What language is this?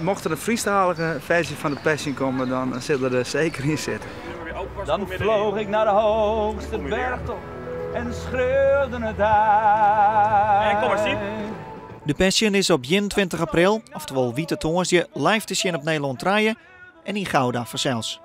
Western Frisian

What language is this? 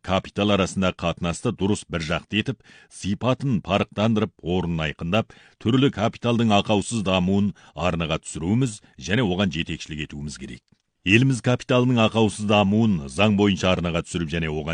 Kazakh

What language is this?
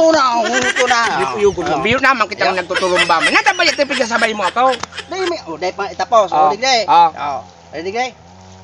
Bikol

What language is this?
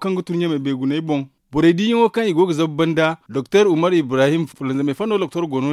Zarma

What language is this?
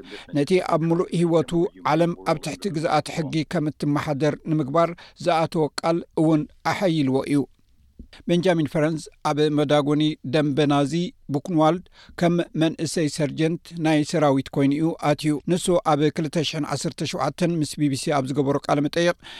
Tigrinya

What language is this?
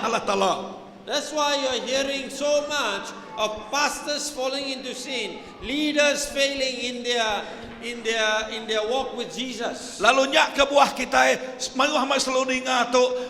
Iban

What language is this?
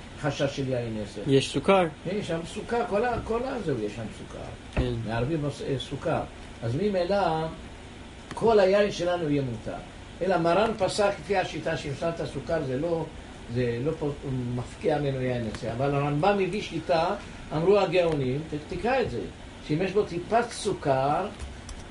Hebrew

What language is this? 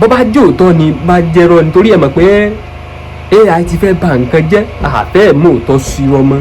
Yoruba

